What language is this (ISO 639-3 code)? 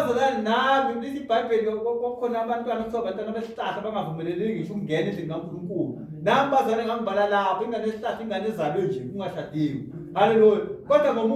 zul